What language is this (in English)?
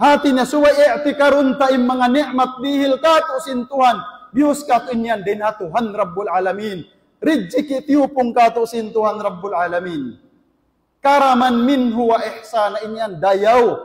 Tausug